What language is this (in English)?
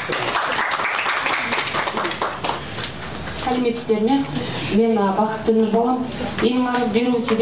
Kazakh